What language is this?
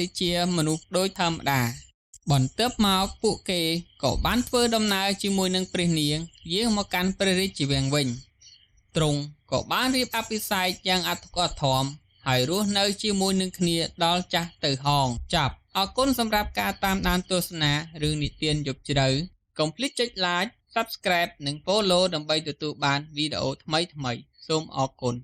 Khmer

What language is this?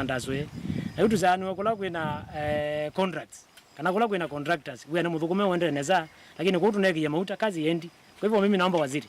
Kamba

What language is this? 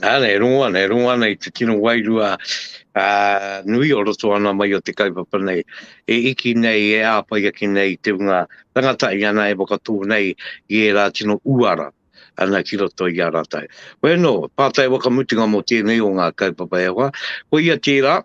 Māori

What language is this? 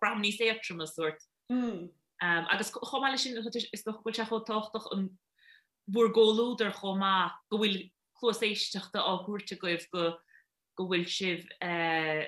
Irish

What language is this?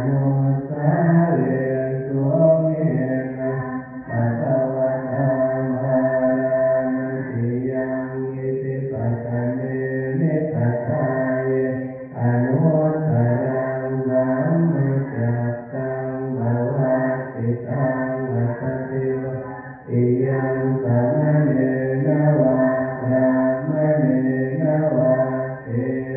Pali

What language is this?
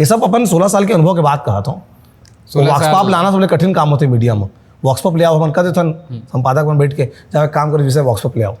Chhattisgarhi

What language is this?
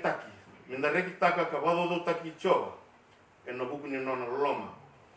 Fijian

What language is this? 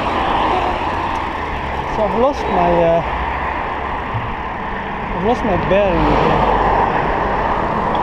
English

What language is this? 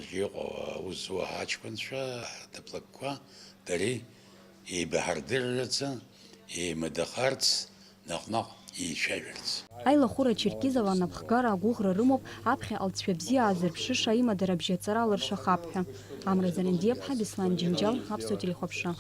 Abkhazian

